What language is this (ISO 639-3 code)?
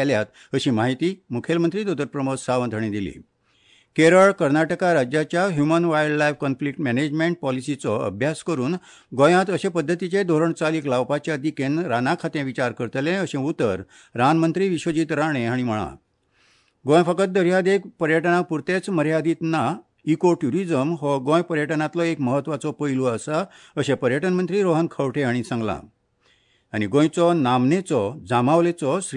kok